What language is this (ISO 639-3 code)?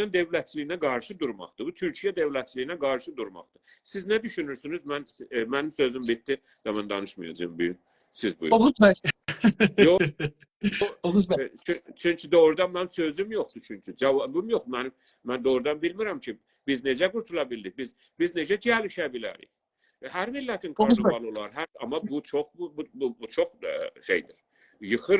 azb